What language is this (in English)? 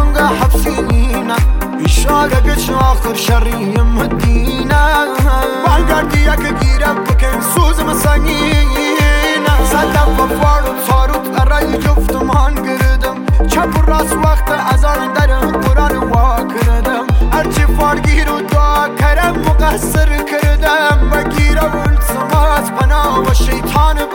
Persian